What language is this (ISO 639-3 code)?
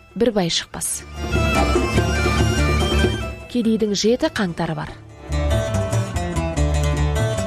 kaz